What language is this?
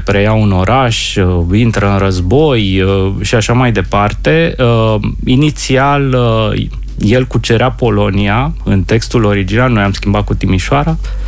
Romanian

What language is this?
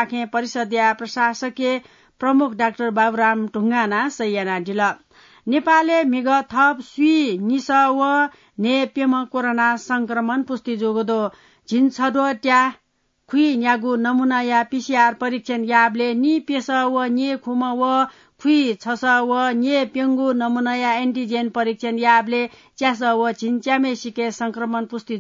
Newari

